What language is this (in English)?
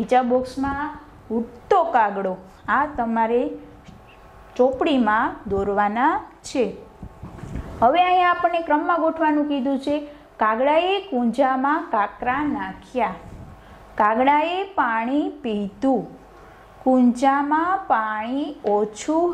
Gujarati